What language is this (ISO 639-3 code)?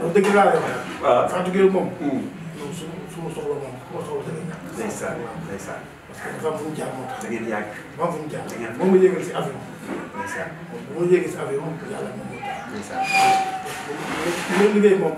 wol